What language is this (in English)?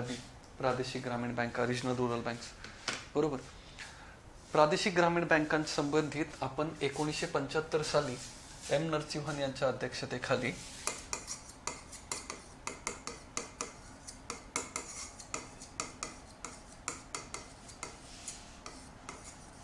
Marathi